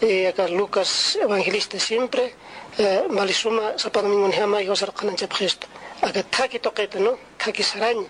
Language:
Aymara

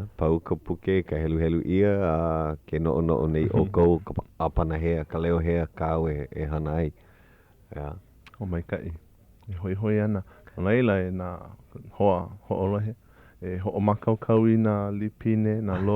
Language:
Hawaiian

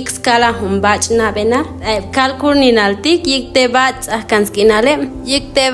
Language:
Chuj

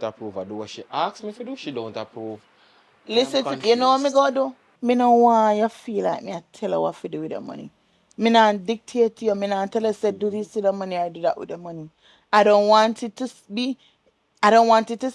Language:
Jamaican Creole English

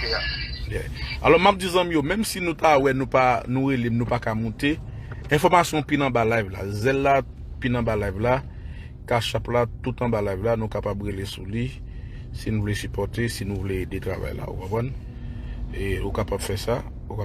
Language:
Haitian Creole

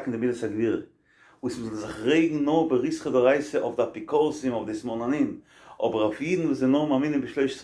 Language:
Yiddish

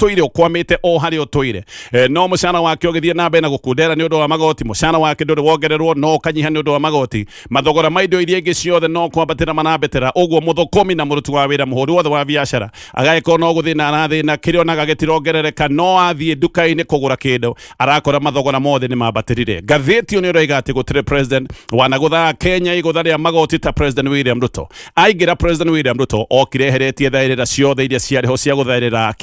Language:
Kikuyu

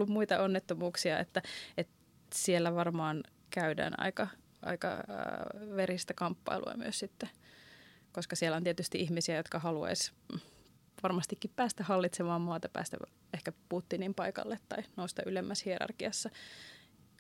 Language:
Finnish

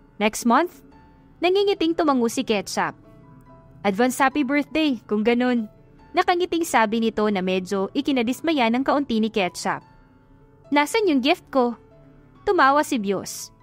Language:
Filipino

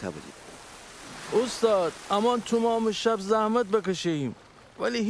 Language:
Gilaki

